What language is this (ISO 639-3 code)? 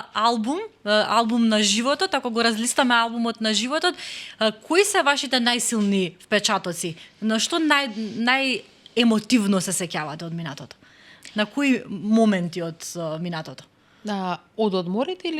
mkd